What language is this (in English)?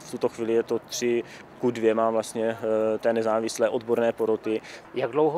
Czech